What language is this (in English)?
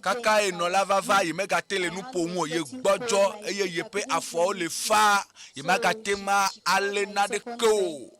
Ewe